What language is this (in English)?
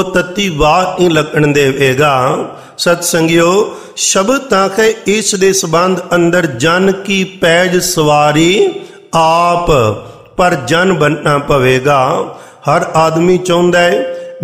Punjabi